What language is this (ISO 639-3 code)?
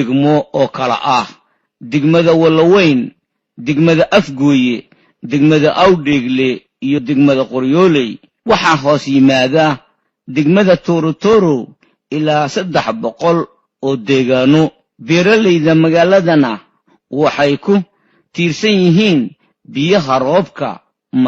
som